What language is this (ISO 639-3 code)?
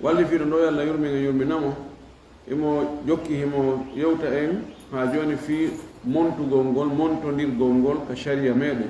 ful